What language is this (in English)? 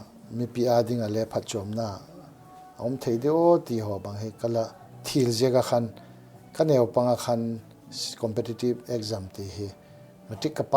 Paite Chin